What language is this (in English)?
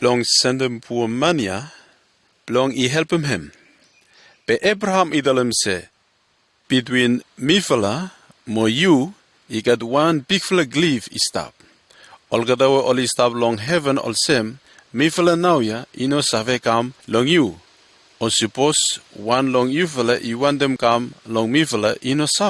Bislama